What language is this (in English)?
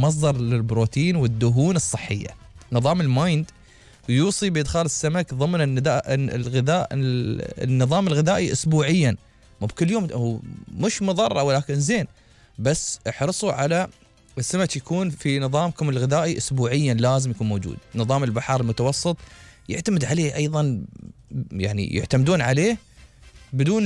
Gulf Arabic